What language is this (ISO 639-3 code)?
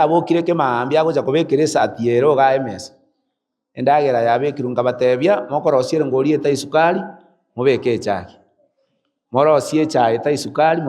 guz